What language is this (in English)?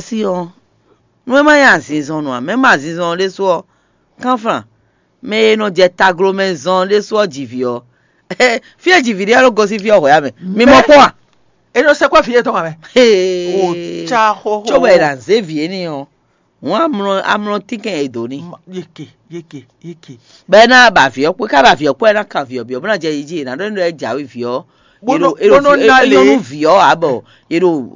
Fon